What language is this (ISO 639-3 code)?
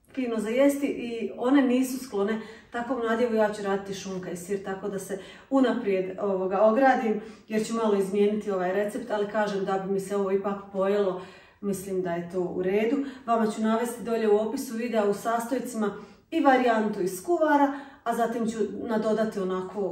hrv